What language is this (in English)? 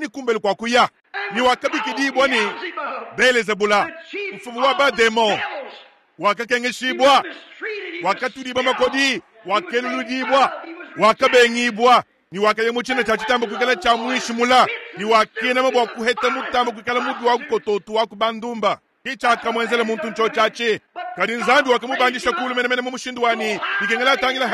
Luba-Lulua